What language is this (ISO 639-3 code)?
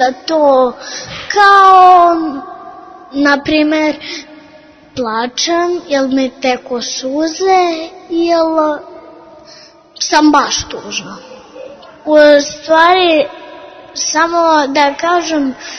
srp